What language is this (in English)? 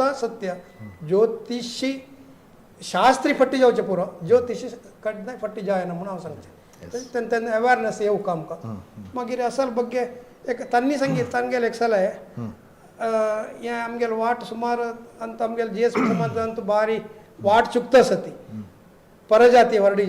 Konkani